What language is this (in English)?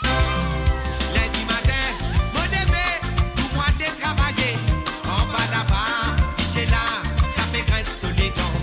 Morisyen